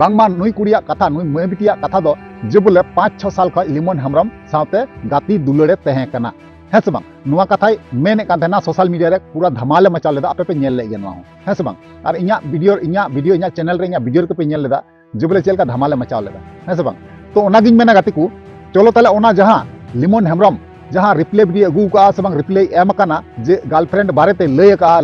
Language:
Santali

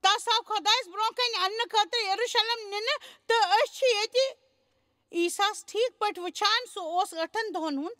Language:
Kashmiri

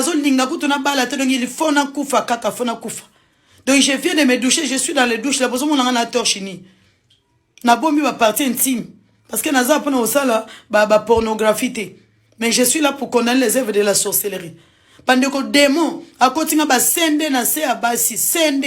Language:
Lingala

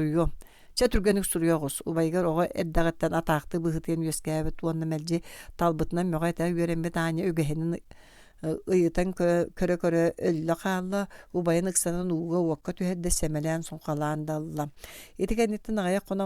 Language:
Yakut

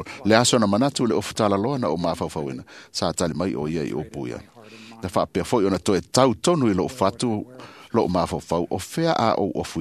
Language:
Samoan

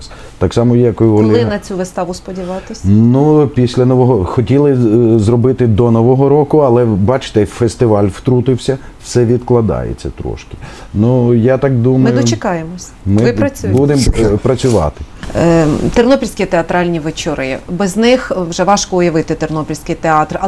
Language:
Ukrainian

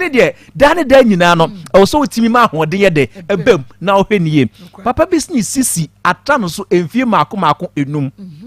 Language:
Akan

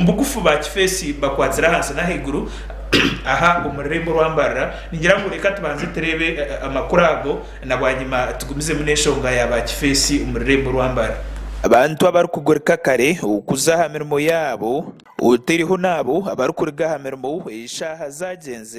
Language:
Nyankole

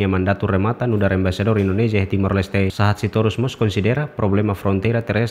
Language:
Tetum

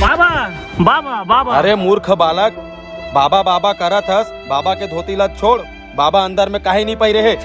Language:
Chhattisgarhi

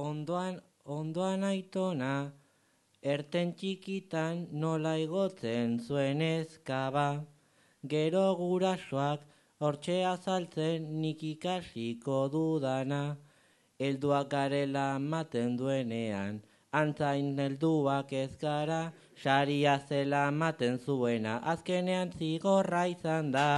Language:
Basque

